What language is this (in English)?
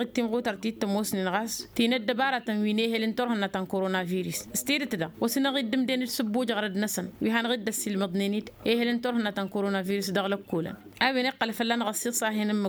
Tamasheq